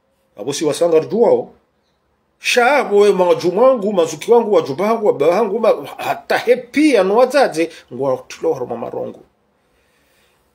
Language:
Swahili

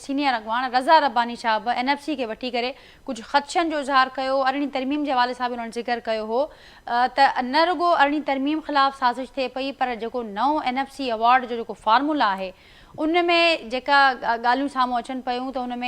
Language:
Sindhi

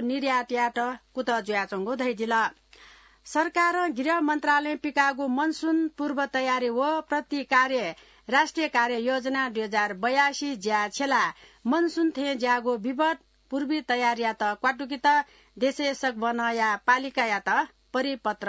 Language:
Newari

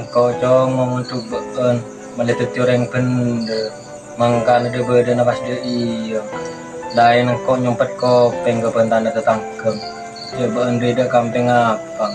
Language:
Madurese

